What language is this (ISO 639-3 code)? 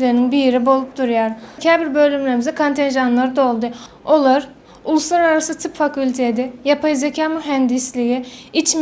tuk